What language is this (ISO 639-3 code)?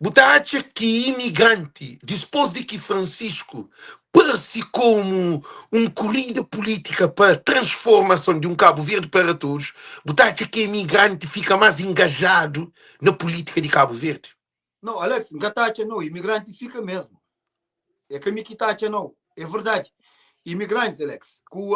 kea